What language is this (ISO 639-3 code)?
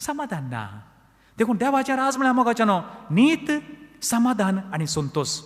kok